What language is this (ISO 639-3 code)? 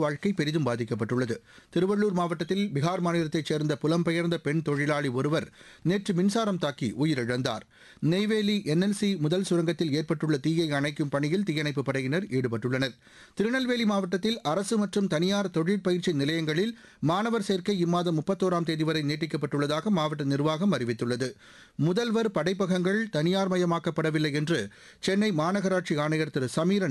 tam